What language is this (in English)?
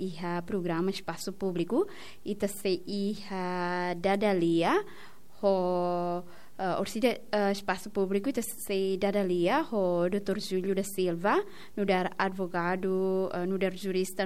Tetum